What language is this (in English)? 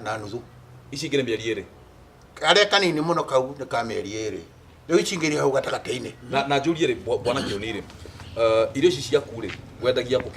Kikuyu